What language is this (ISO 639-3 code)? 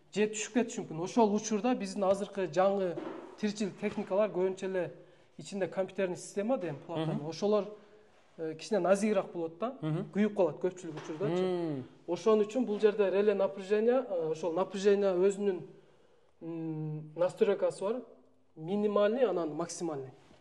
kir